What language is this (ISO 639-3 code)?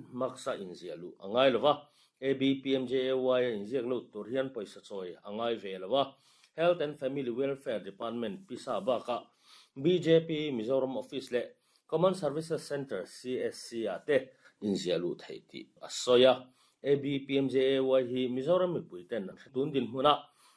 lus